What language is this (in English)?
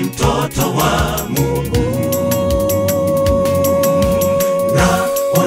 Swahili